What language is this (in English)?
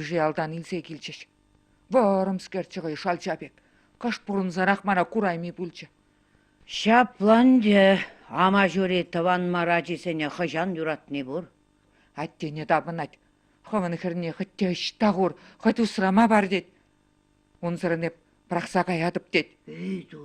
Chuvash